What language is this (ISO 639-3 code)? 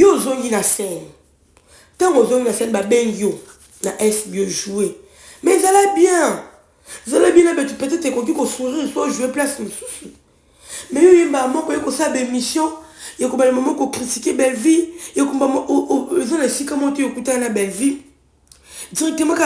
lin